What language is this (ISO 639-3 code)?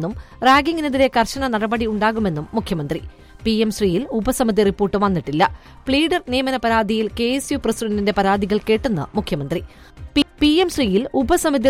mal